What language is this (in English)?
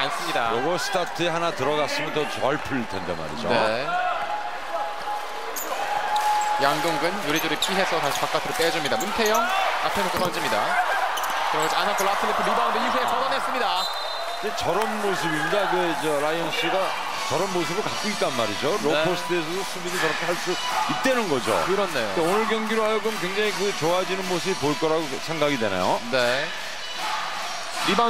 Korean